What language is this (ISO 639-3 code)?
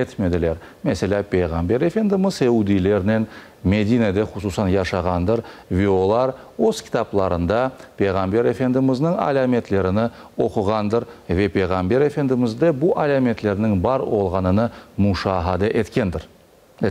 crh